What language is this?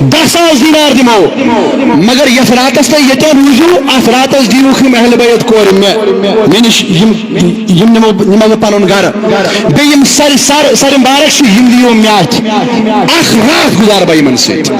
Kashmiri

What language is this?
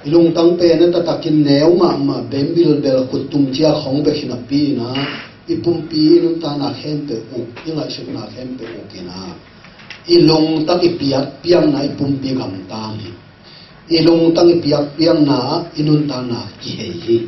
Tedim Chin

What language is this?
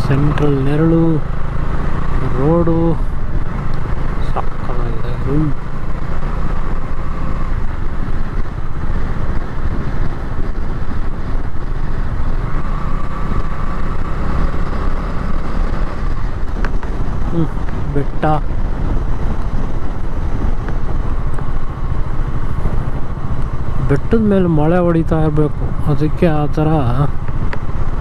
Kannada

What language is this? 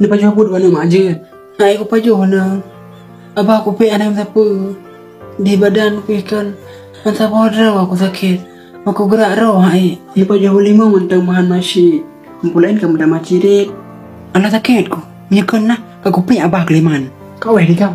Achinese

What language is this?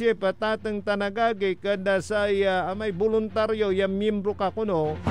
Pangasinan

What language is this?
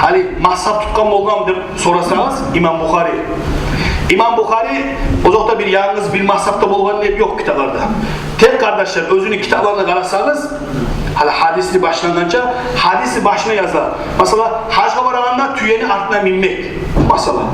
Kumyk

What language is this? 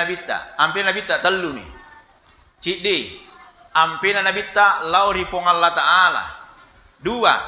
Buginese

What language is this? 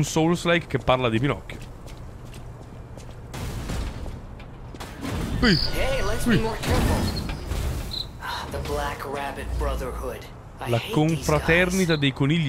Italian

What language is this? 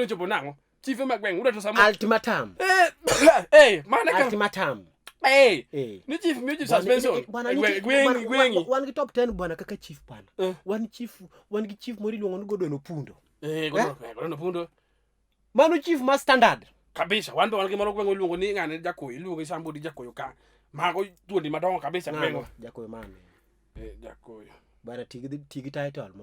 Luo (Kenya and Tanzania)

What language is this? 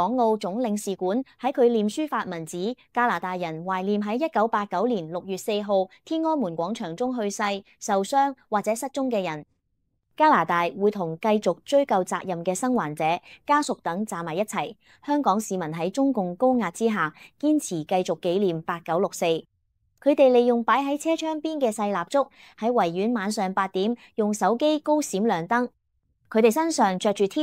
Cantonese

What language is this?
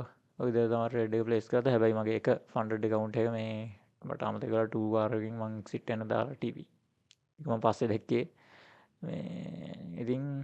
Sinhala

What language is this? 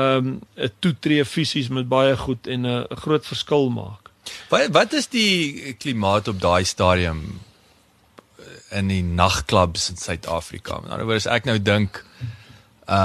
Afrikaans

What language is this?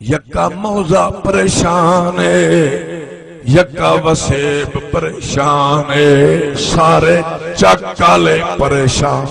Saraiki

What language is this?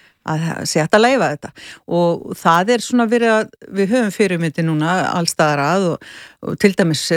Icelandic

